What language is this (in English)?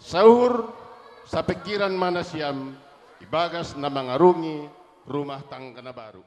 Batak Simalungun